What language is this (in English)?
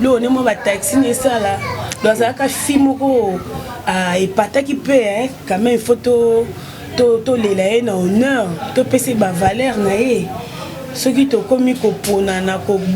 Lingala